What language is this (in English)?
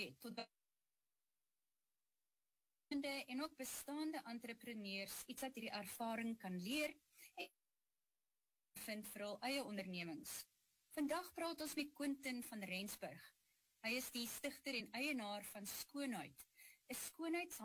Afrikaans